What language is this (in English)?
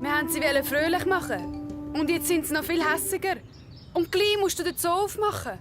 Swiss German